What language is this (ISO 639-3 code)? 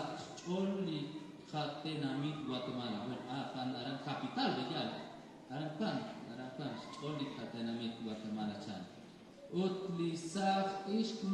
kek